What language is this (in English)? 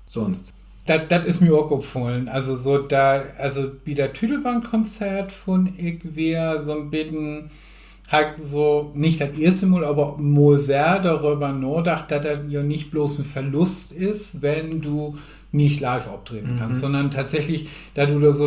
Low German